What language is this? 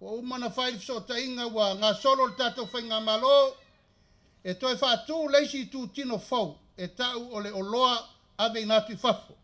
Samoan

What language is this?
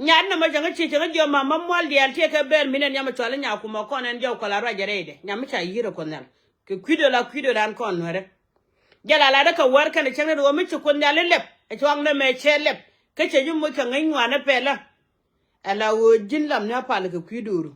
Nuer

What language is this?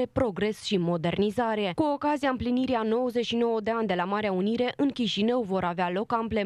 Romanian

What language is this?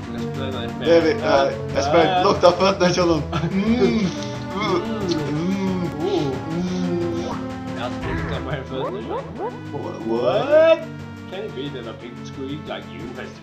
Faroese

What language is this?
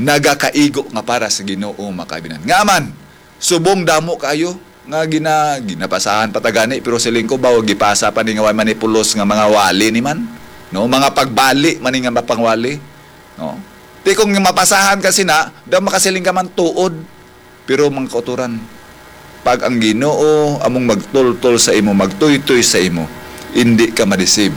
Hiligaynon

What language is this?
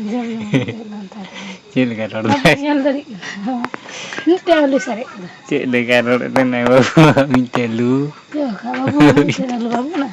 Santali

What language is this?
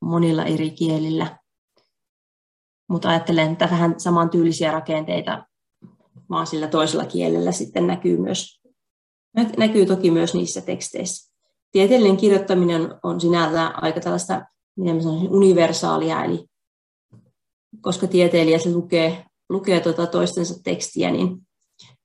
Finnish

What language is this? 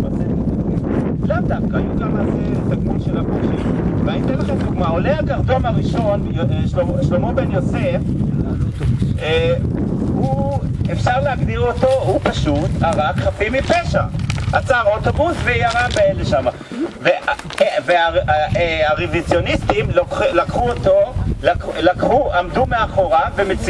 Hebrew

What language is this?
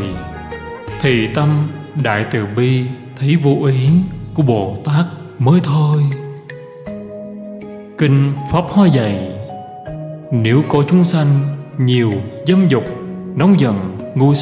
Vietnamese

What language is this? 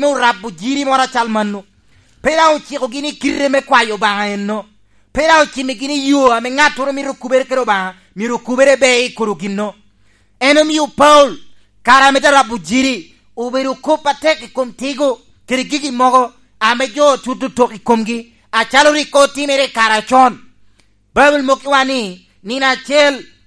Lango (Uganda)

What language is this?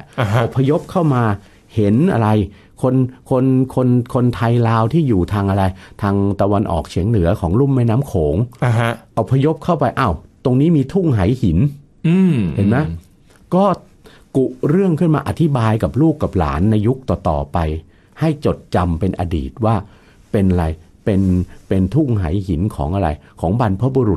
Thai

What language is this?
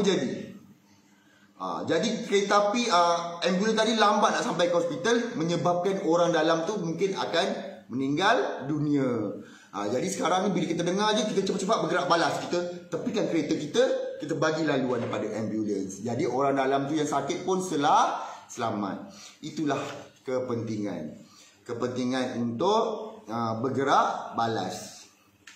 Malay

